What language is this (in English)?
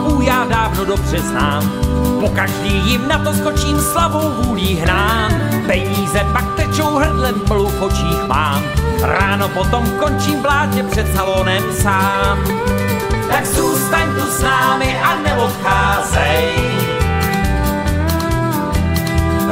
Czech